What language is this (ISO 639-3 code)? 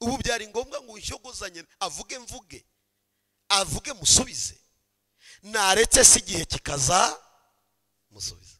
kin